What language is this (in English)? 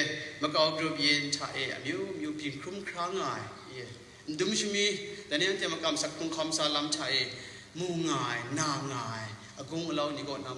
Kachin